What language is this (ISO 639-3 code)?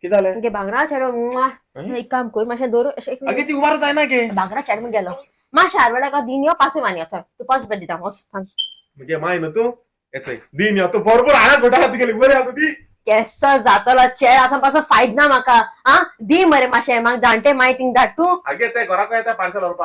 kok